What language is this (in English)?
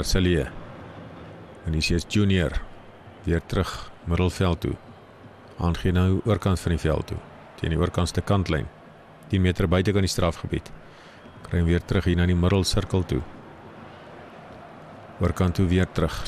Afrikaans